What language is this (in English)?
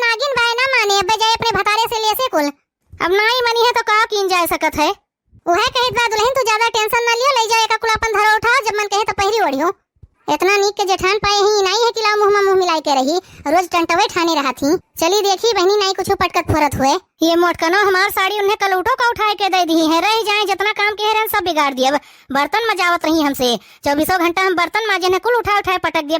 Awadhi